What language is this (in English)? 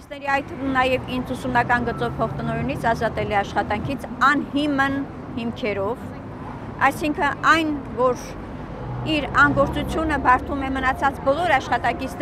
Armenian